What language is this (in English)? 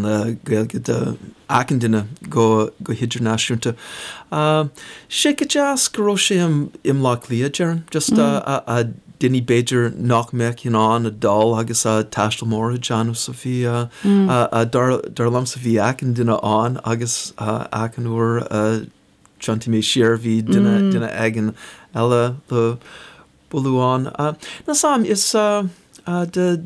Irish